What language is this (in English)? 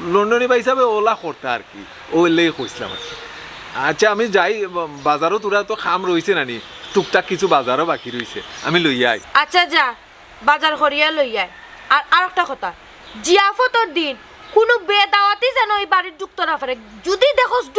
Sylheti